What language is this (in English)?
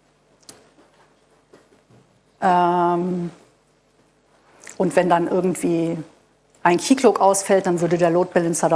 German